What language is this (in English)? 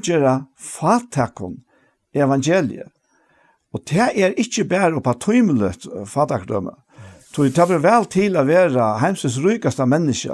Faroese